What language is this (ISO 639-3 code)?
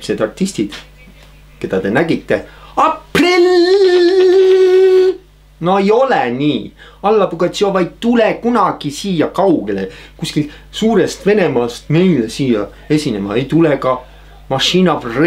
est